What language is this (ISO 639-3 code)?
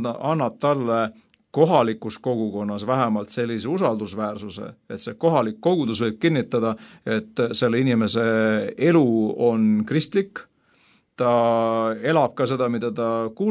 est